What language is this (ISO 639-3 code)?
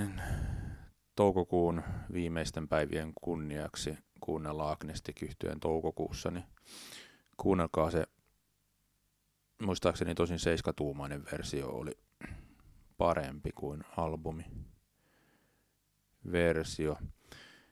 fin